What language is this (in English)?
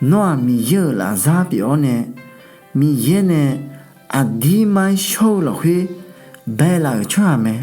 Akha